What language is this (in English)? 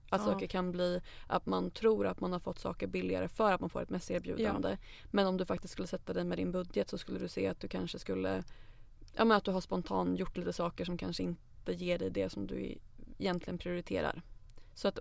Swedish